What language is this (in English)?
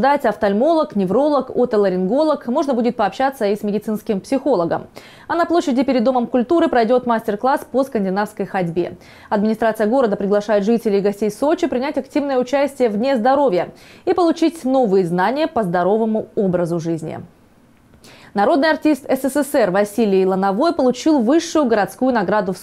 Russian